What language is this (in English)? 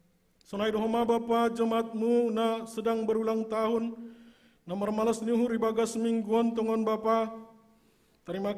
Batak Simalungun